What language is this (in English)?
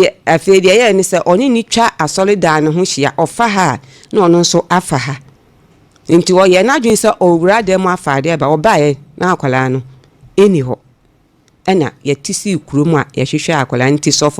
Akan